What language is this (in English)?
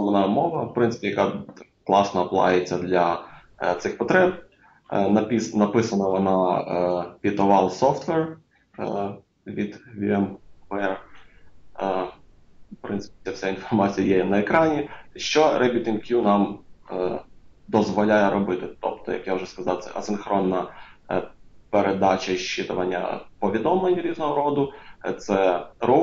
Ukrainian